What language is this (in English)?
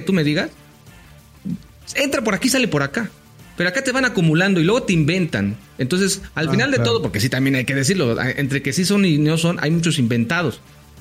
Spanish